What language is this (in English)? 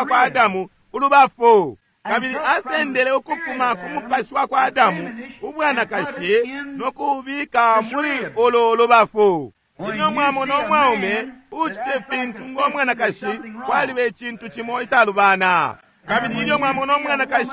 Bemba